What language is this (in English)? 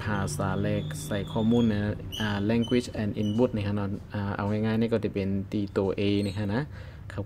Shan